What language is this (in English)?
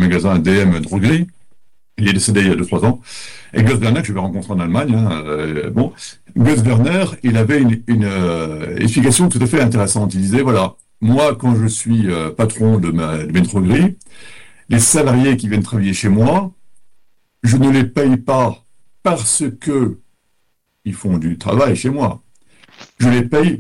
French